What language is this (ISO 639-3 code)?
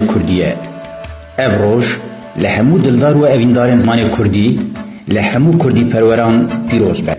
kur